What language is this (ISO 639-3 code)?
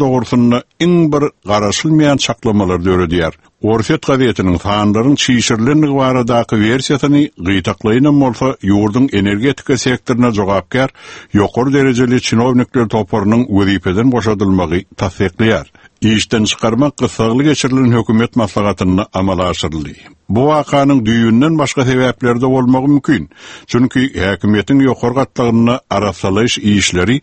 tuk